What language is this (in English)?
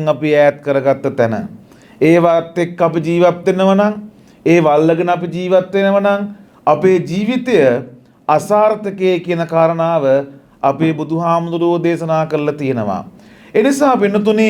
Sinhala